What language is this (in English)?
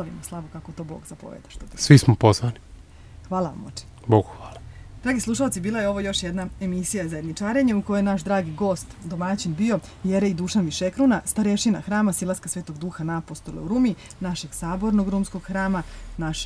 Serbian